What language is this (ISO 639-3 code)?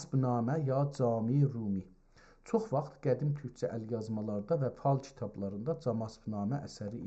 azb